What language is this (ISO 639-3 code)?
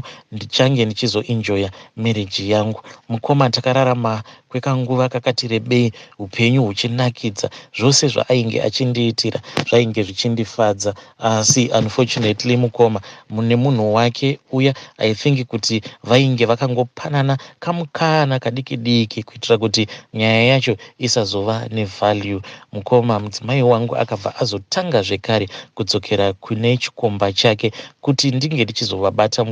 sna